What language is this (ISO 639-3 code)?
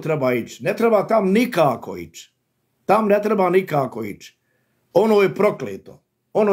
bos